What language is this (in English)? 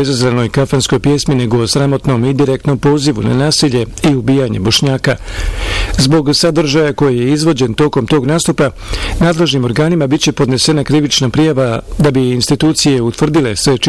Bosnian